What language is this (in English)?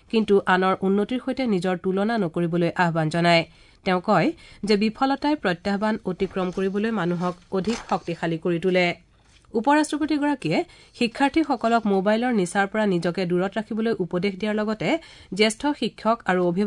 Assamese